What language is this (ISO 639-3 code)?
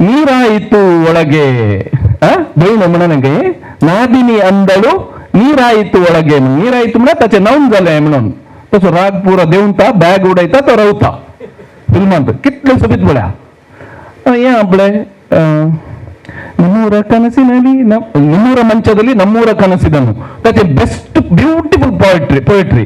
kok